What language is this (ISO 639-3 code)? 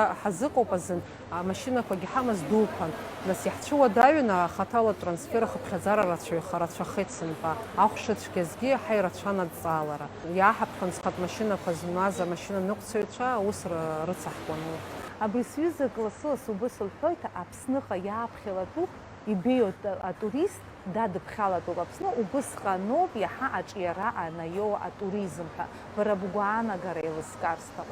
abk